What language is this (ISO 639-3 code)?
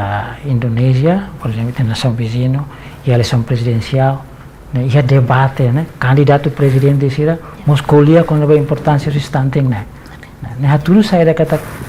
tet